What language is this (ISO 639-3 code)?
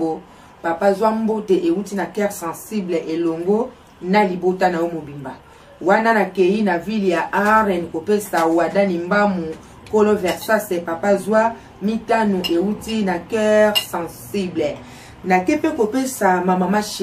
lin